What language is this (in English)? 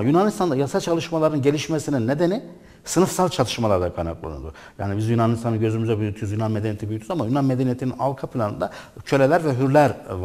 Turkish